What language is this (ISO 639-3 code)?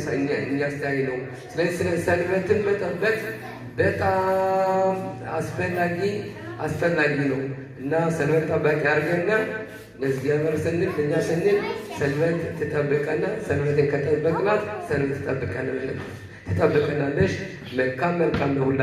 amh